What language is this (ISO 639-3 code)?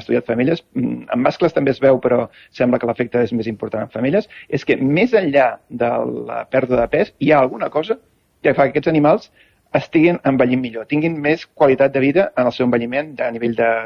cat